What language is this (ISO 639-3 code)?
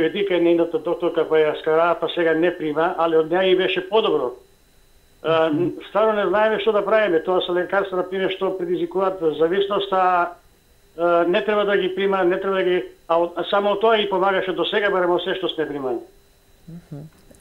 mkd